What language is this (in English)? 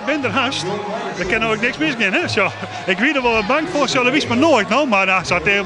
Western Frisian